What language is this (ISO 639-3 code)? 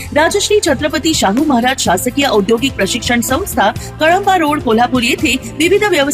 mar